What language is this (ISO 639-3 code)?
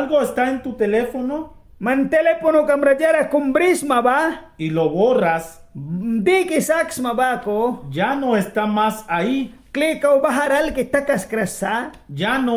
miq